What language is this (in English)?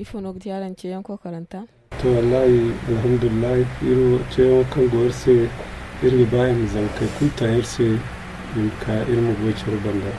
Zarma